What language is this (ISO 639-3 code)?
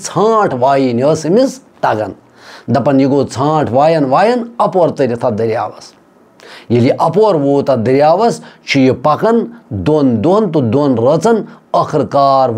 kas